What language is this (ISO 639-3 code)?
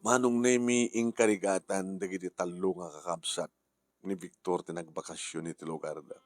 ilo